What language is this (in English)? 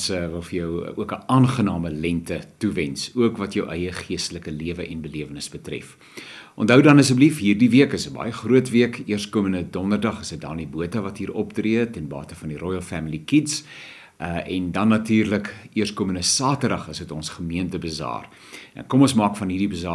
Afrikaans